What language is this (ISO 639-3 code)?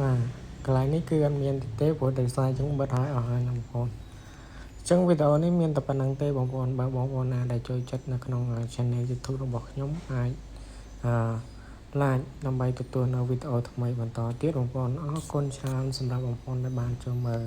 khm